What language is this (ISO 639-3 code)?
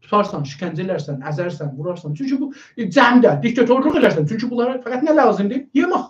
azb